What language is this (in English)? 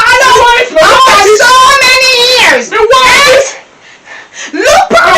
Jamaican Creole English